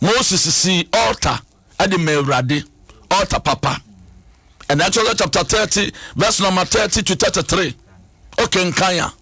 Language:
Akan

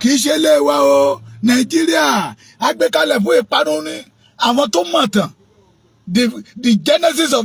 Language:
Yoruba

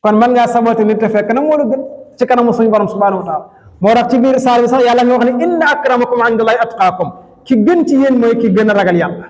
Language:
Wolof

